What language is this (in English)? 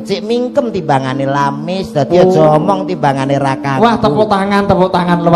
Javanese